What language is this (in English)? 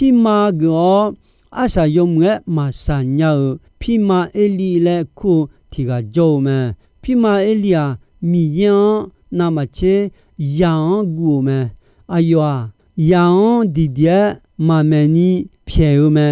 Akha